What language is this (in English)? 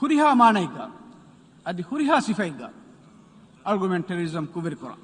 Divehi